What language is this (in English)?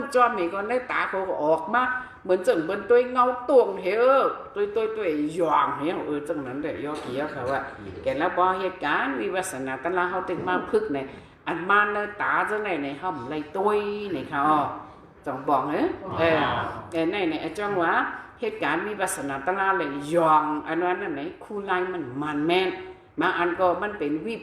Shan